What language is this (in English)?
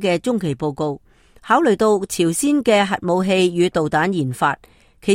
Cantonese